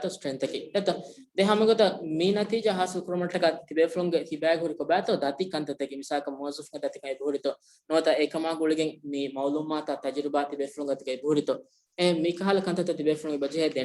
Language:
Divehi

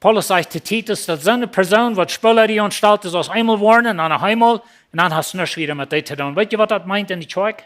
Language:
Plautdietsch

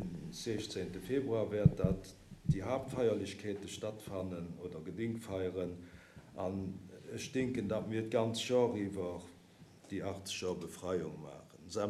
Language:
Luxembourgish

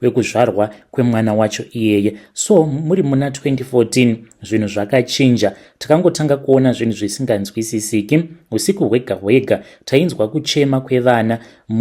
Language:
Shona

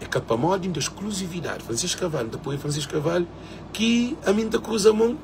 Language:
Kabuverdianu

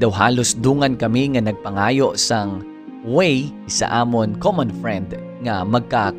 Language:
Hiligaynon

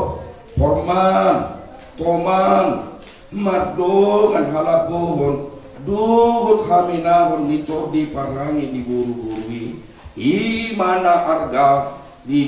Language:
Batak Toba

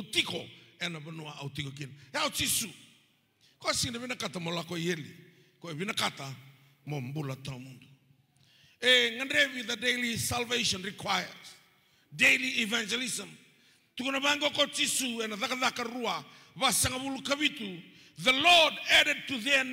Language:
Fijian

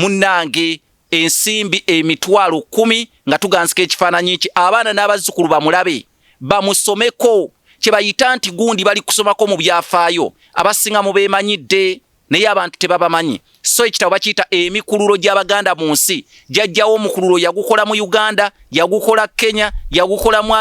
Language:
Ganda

